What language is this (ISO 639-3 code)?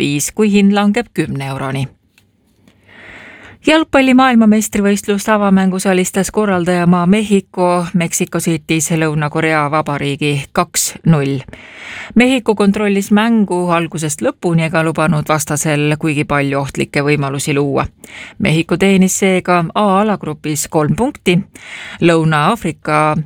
est